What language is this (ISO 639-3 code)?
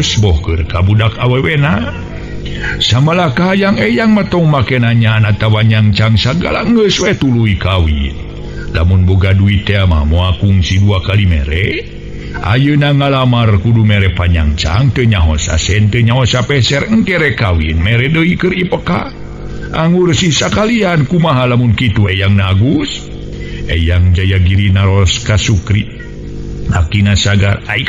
sun